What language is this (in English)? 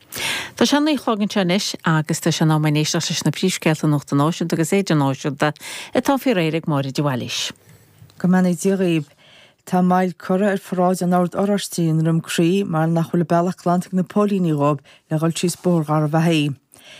Irish